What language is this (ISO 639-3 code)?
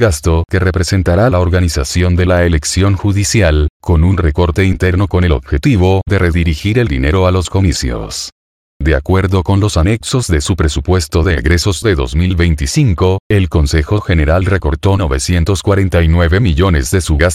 spa